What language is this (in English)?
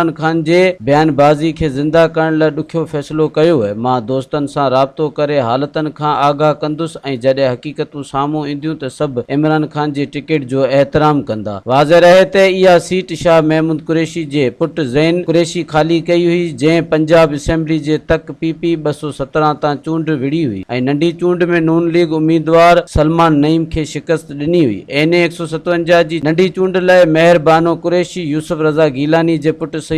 Sindhi